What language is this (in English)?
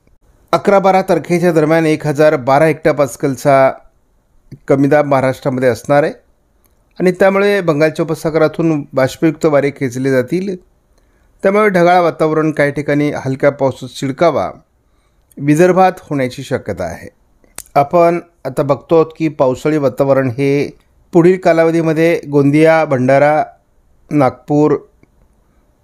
Marathi